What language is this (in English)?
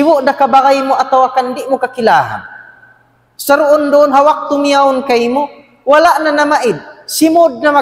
Tausug